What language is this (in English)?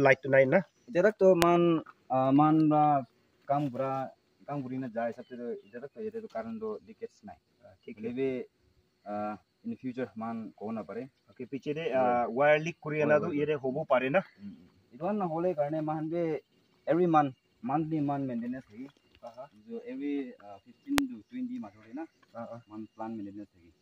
Naga Pidgin